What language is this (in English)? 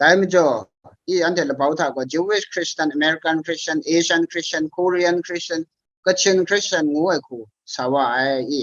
Kachin